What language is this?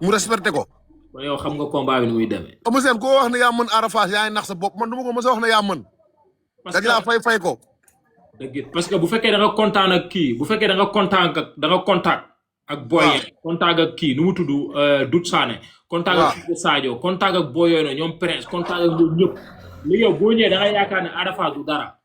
Wolof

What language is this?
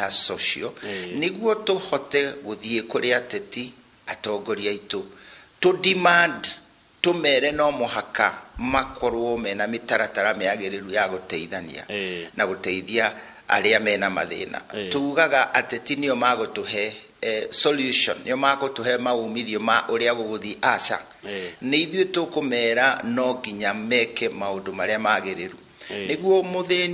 Kikuyu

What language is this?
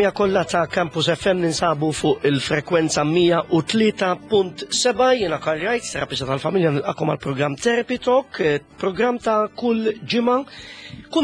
Maltese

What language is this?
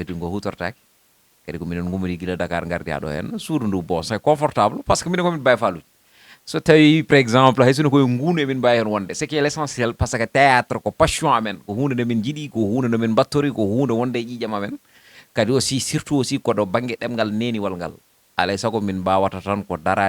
Fula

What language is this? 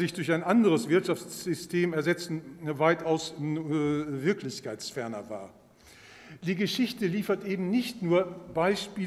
German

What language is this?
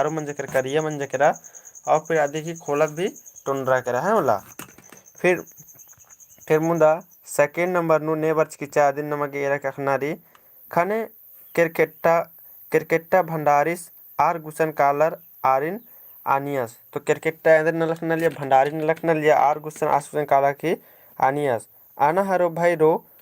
Kurukh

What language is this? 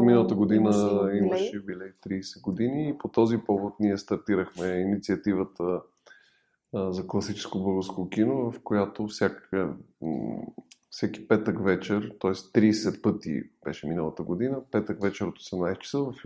Bulgarian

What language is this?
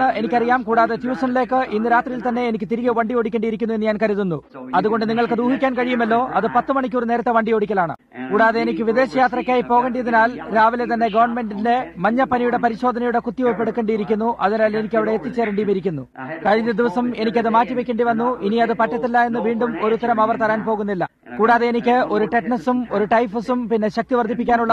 Malayalam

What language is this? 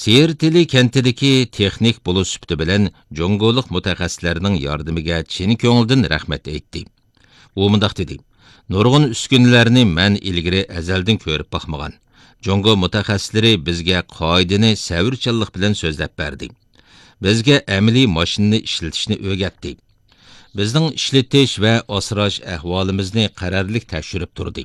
Uyghur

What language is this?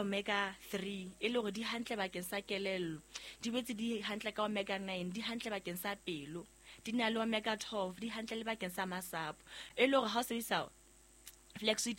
Southern Sotho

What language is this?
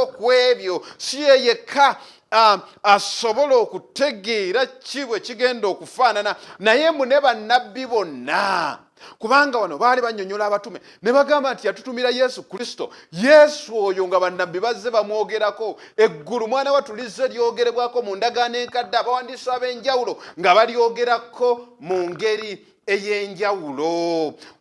Ganda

